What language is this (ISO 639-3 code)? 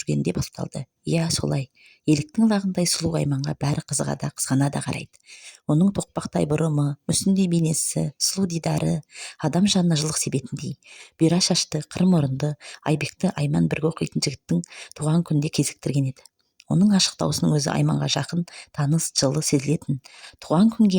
kaz